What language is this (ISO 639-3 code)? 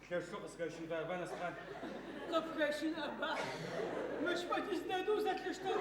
ady